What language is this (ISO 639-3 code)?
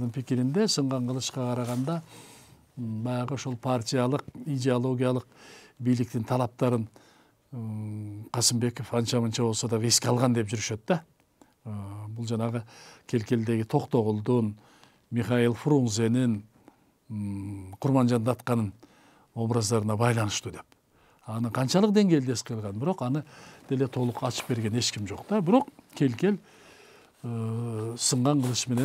kir